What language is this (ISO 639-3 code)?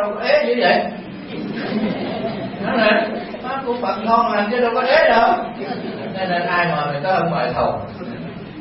vie